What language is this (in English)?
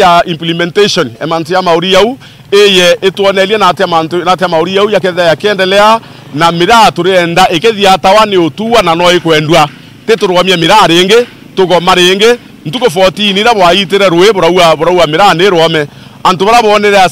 Meru